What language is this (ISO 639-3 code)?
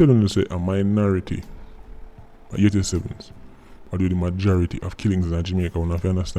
jam